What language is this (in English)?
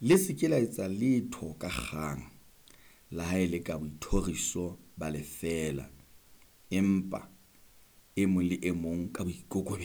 Southern Sotho